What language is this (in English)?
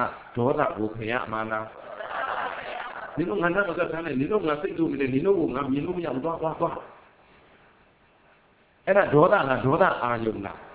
Burmese